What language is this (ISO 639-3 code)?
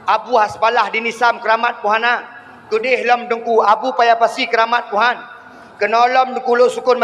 ace